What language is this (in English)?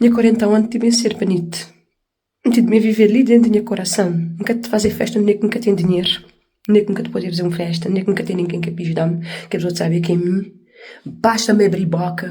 Kabuverdianu